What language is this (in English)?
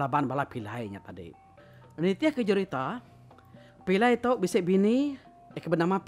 Iban